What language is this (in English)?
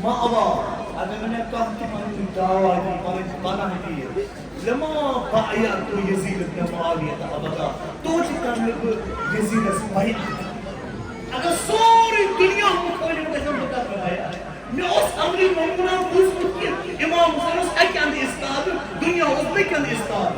Kashmiri